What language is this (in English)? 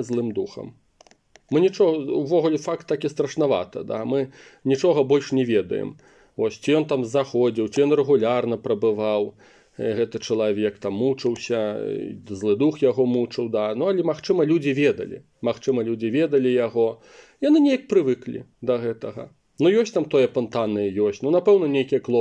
Belarusian